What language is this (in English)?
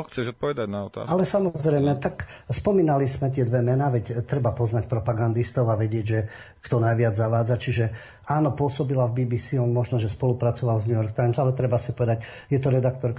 Slovak